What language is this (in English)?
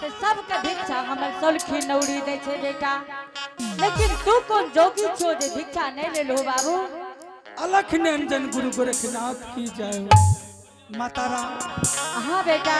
Angika